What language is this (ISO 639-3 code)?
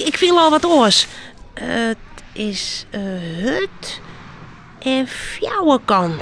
fry